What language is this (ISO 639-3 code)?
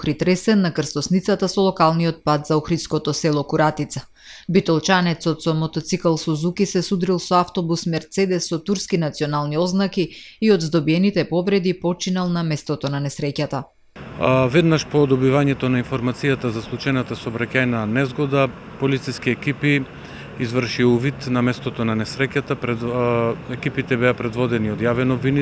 mkd